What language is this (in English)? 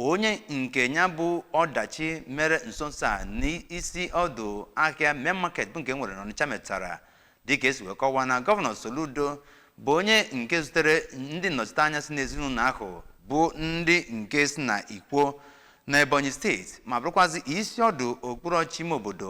Igbo